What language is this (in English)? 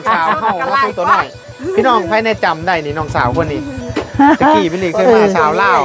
Northeastern Thai